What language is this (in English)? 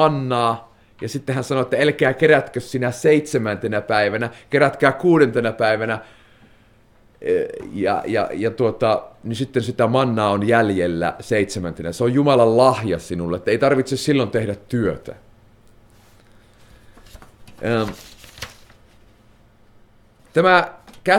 Finnish